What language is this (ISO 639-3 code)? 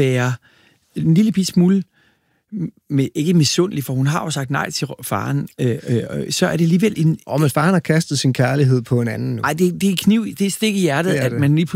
dan